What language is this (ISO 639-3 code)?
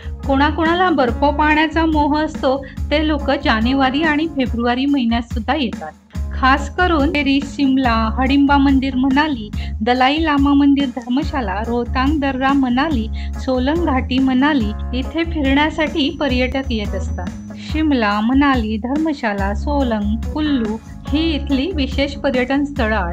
mar